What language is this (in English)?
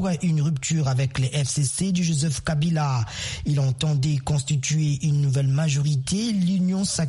French